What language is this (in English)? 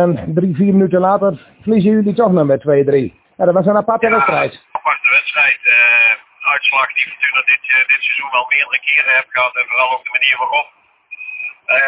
Dutch